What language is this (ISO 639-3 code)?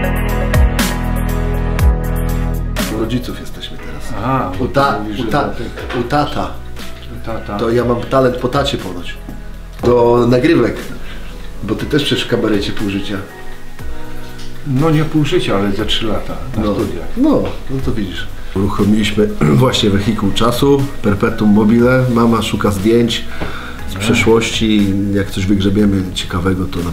pol